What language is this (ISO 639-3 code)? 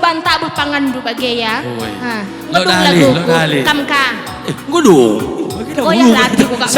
btx